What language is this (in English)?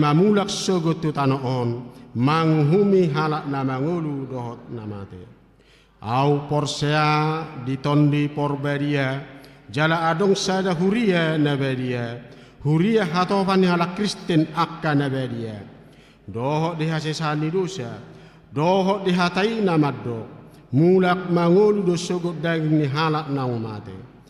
Batak Toba